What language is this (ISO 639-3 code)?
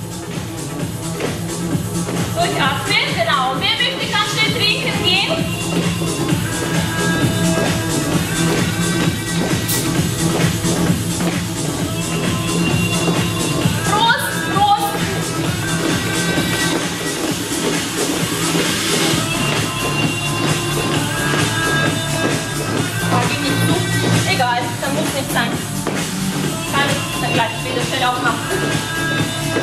deu